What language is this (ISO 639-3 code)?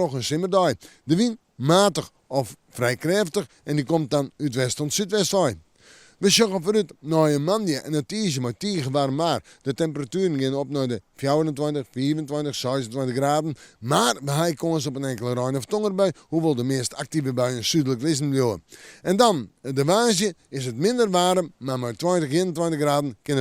fry